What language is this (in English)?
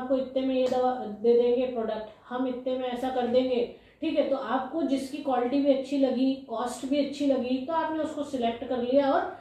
Hindi